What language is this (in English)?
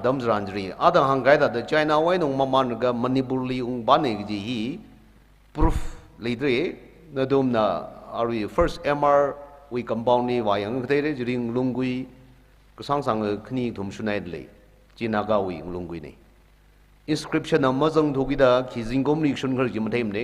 Tangkhul Naga (India)